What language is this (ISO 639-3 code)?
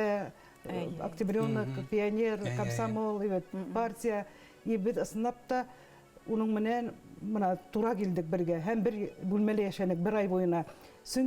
bak